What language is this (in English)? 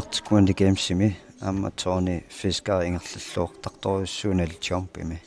Kalaallisut